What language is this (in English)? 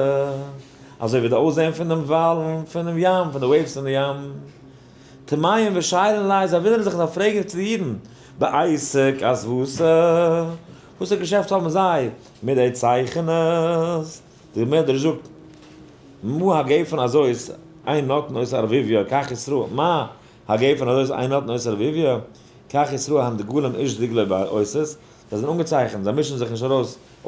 Yiddish